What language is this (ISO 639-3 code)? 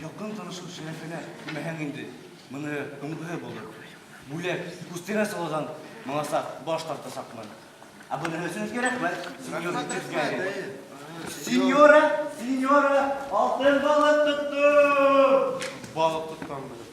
bak